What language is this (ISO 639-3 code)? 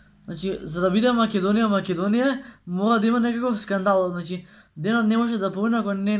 mkd